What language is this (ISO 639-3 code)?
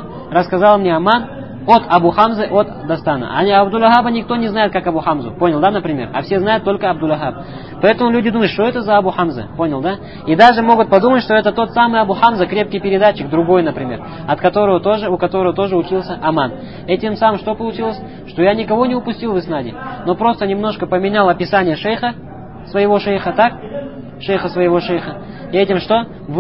rus